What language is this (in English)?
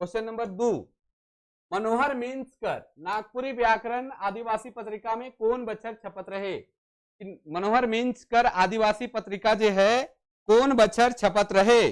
Sadri